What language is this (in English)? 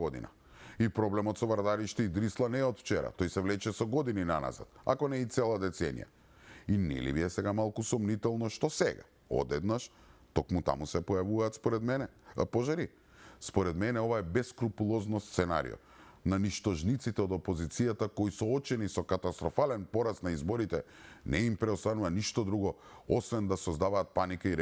Macedonian